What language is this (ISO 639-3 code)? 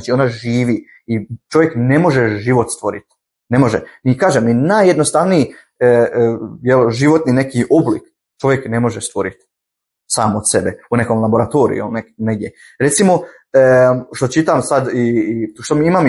hrv